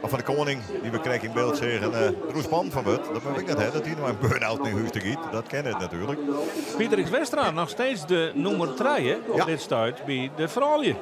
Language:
Western Frisian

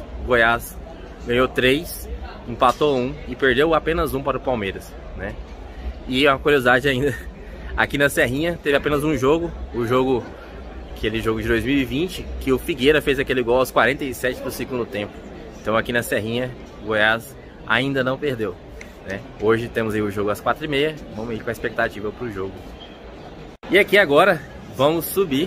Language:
Portuguese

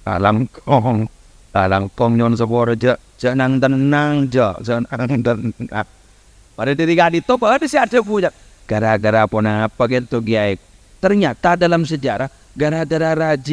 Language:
Madurese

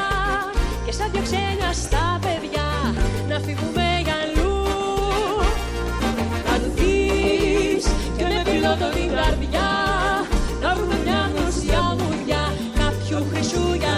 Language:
Greek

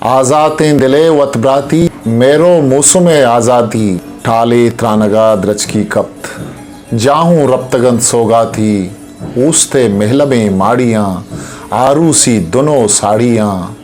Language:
Eastern Balochi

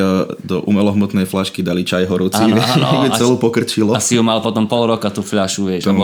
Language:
Slovak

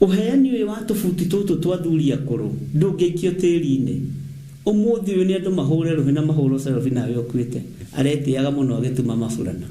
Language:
Kikuyu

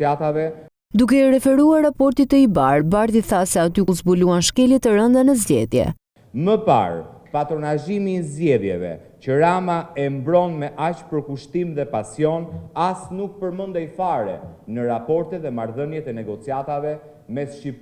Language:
Albanian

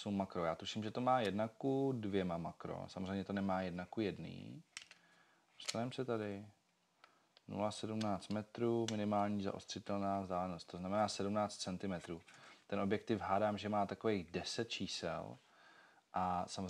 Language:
Czech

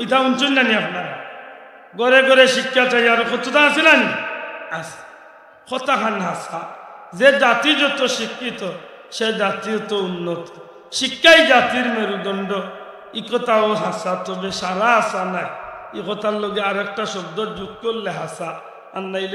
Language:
Sylheti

